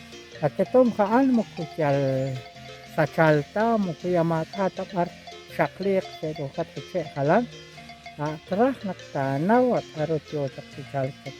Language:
Kekchí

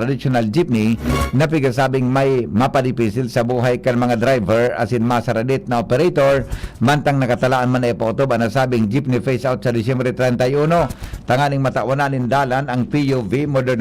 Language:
Bikol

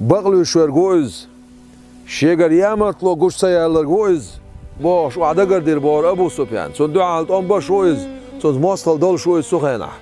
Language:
Chechen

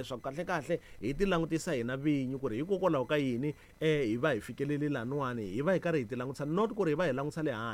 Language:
Tsonga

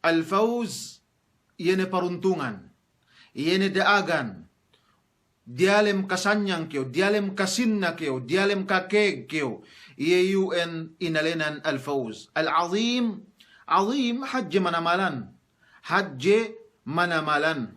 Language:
Yakan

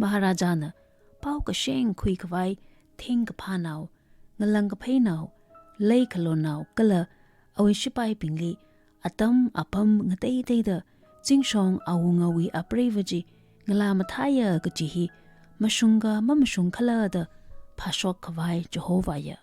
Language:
Tangkhul Naga (India)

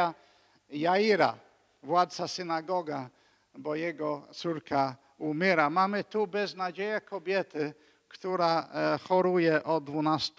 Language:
Polish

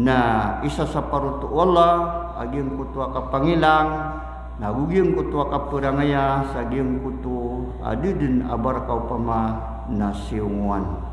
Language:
Maranao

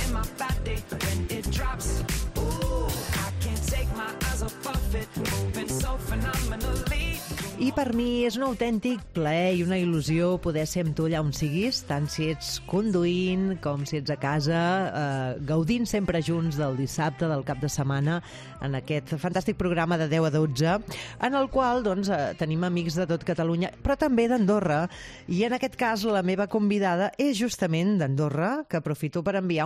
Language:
Catalan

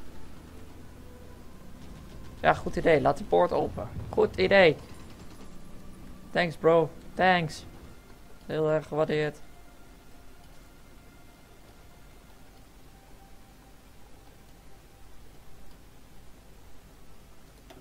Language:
Dutch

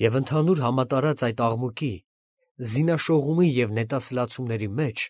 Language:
Armenian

